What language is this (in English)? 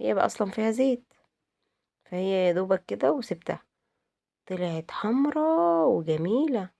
Egyptian Arabic